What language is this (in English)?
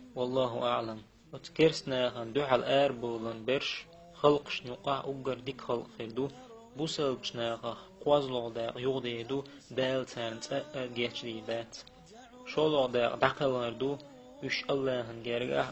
Chechen